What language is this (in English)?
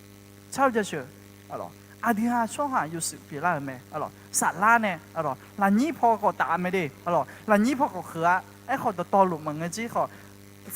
Akha